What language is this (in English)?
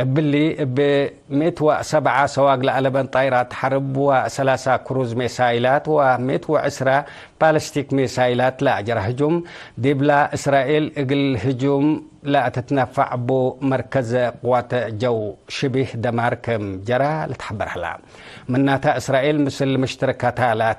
Tigre